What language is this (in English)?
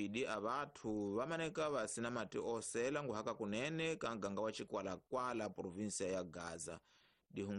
Tsonga